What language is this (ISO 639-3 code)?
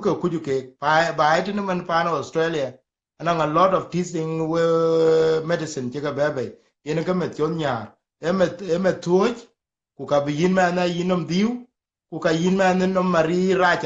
din